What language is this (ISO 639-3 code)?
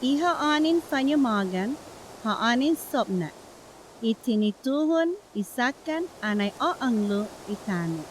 cha